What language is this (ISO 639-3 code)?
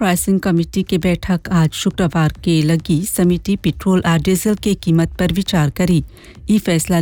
bho